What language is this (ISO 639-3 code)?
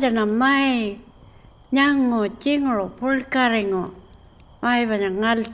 pjt